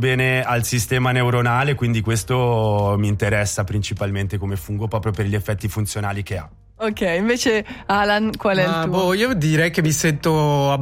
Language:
Italian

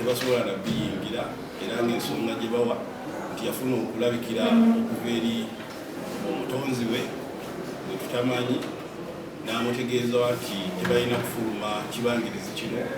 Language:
Ganda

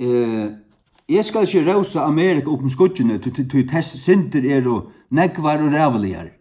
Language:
Faroese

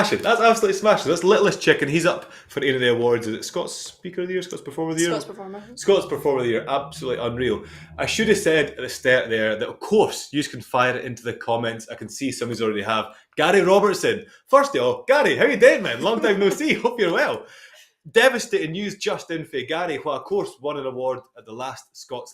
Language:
Scots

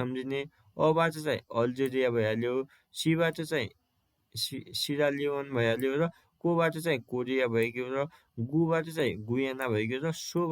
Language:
Nepali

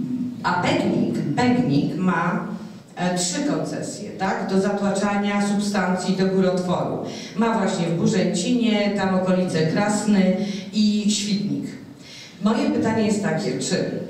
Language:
Polish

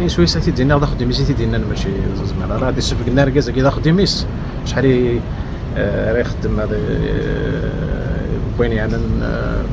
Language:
Kabyle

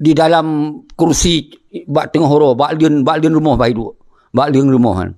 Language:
Achinese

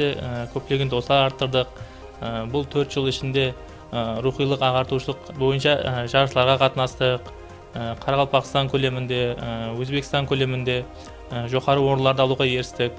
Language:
Kara-Kalpak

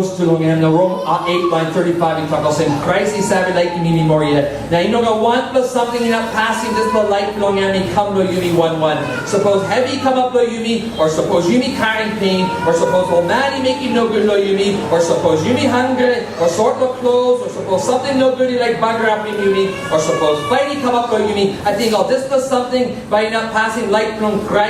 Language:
Tok Pisin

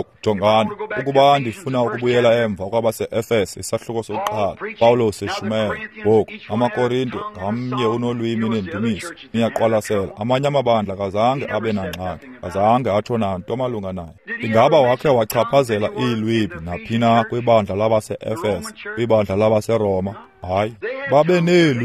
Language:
Xhosa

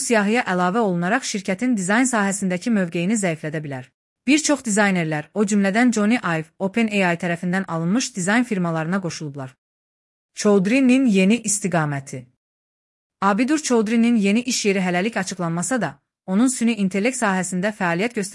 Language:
Azerbaijani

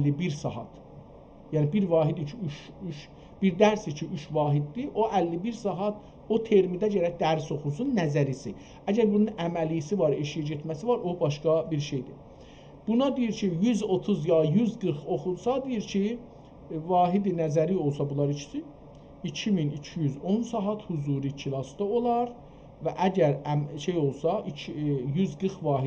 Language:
South Azerbaijani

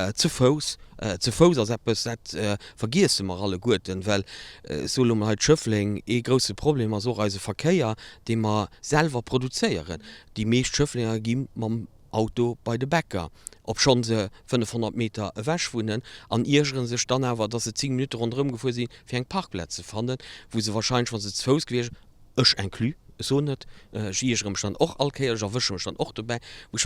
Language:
Luxembourgish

